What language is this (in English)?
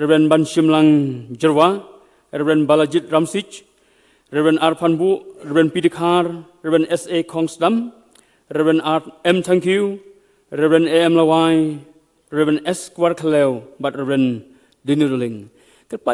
Khasi